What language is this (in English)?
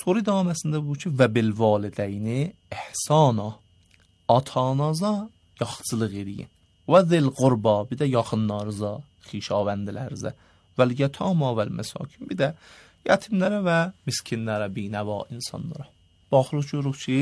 Azerbaijani